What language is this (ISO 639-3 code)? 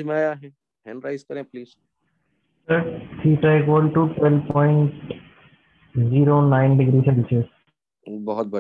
hin